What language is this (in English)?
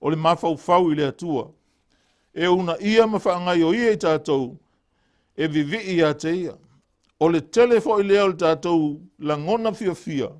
Samoan